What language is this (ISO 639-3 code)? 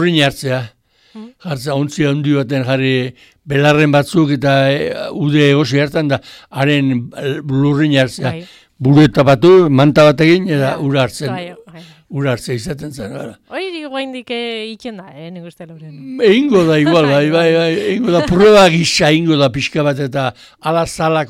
eus